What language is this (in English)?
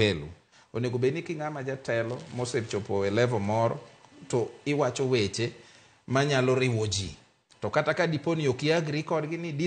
Luo (Kenya and Tanzania)